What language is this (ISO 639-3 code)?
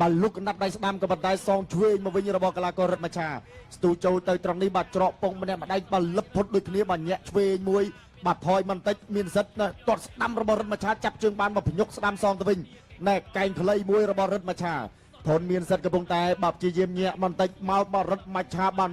khm